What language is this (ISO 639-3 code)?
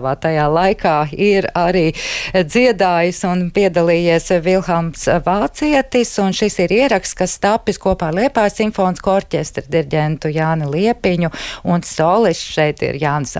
lav